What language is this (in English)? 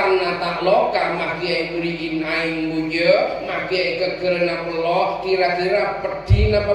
Madurese